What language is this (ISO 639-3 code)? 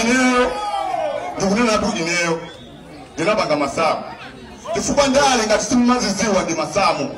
nya